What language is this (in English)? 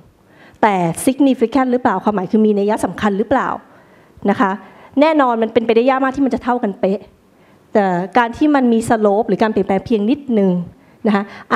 Thai